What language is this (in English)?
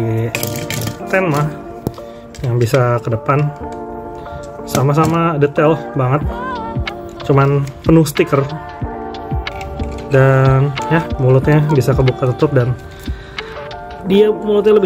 Indonesian